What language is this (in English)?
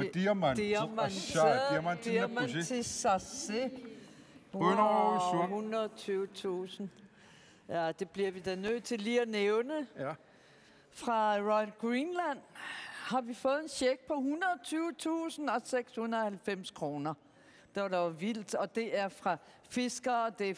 Kalaallisut